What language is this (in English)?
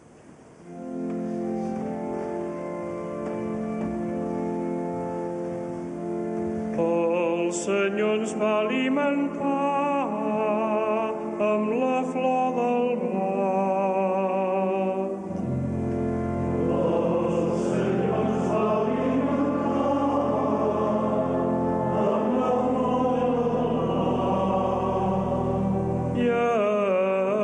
Catalan